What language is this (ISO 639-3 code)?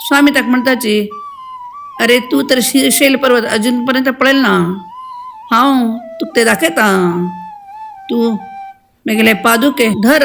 kok